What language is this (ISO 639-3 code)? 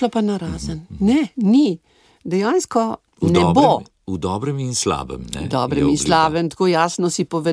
slv